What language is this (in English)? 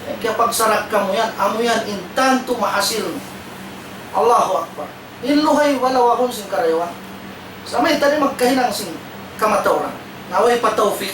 Tausug